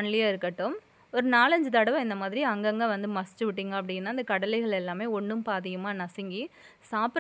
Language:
Tamil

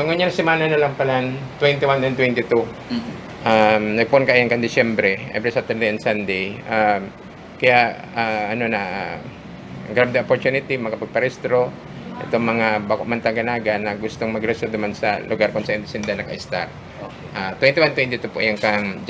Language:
Bikol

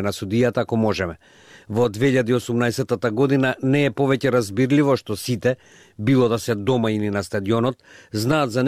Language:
Macedonian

